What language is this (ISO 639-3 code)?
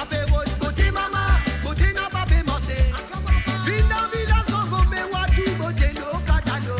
mfe